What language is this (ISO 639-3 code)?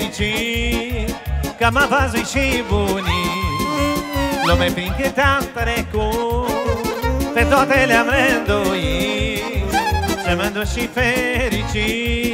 ron